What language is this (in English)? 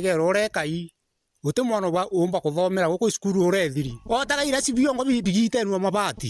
Meru